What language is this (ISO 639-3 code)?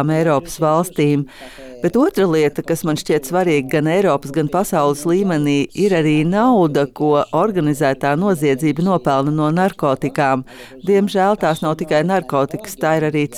lav